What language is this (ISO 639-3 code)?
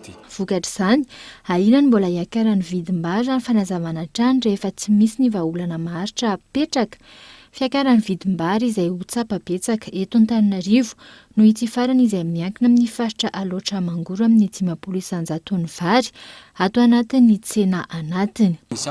mlg